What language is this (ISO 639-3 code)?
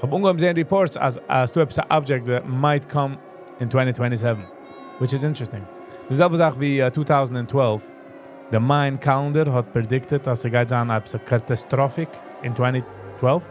yid